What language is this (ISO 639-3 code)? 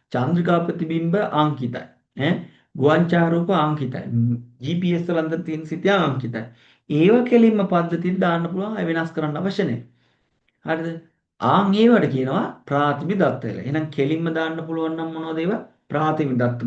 sin